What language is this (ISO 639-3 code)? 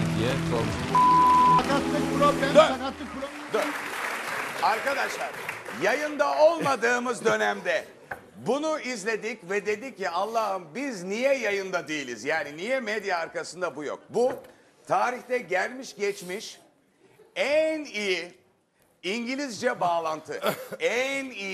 tur